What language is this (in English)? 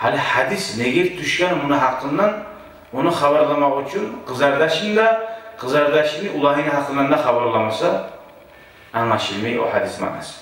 Kumyk